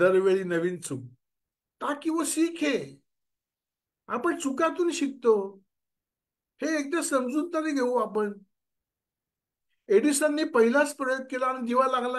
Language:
Marathi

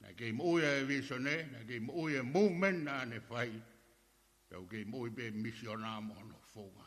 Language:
Tongan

